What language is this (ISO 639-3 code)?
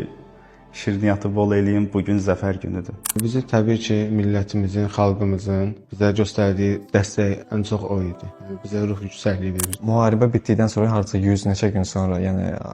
aze